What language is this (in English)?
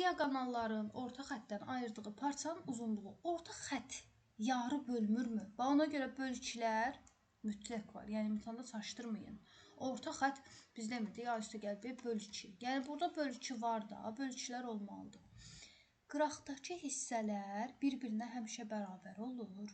Azerbaijani